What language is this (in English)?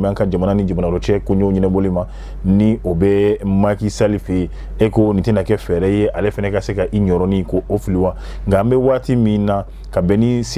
Bambara